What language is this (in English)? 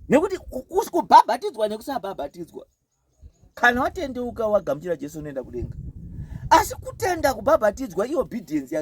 Shona